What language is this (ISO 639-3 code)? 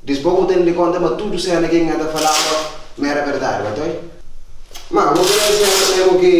kea